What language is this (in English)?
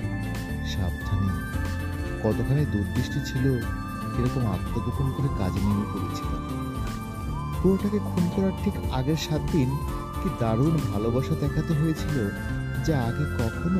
Bangla